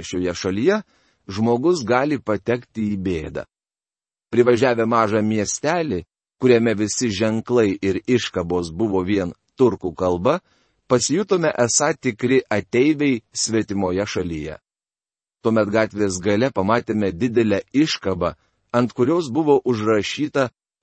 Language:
Lithuanian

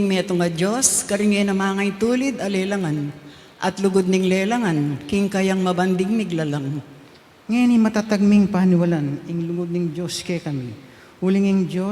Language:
Pampanga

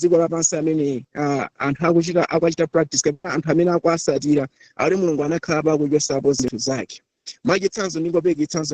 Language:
Nyanja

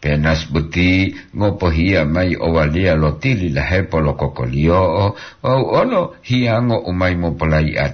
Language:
Gorontalo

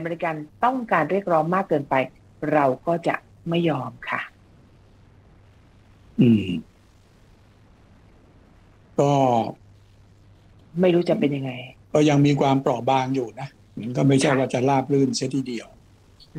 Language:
Thai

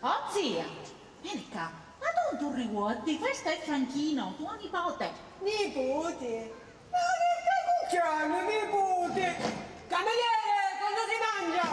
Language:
Sicilian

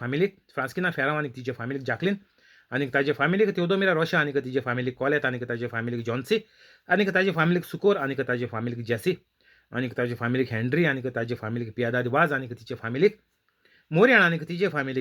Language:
Konkani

